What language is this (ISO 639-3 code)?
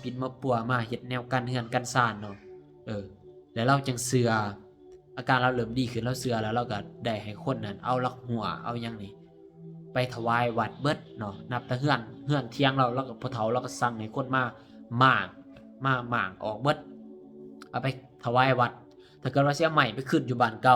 lao